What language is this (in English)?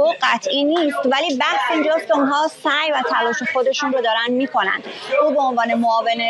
Persian